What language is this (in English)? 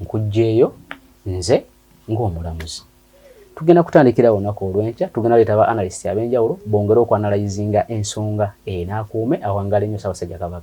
Ganda